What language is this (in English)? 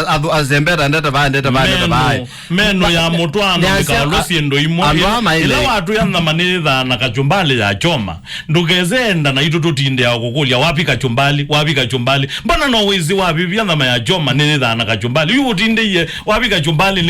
Kamba